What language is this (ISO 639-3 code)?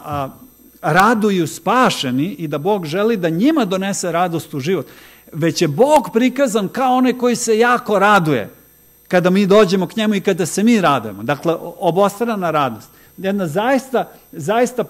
srp